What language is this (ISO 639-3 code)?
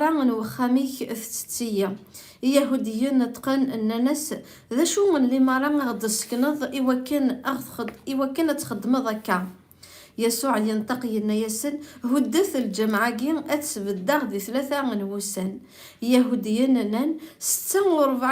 kab